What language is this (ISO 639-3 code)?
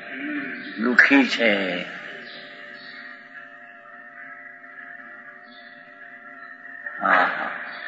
guj